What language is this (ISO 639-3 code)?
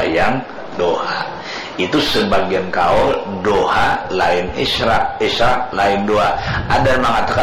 bjn